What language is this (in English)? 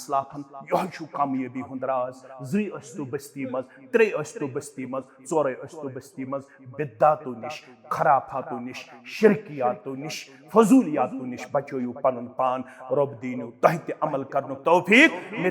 Kashmiri